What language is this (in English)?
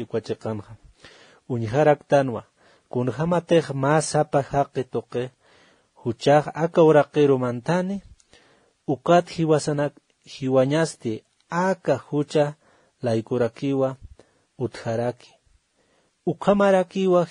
Aymara